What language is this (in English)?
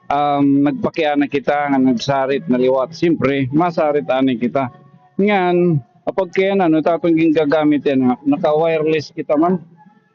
Waray